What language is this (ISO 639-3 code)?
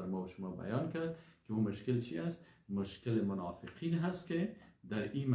fas